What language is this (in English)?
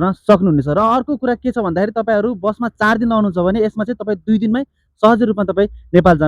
Nepali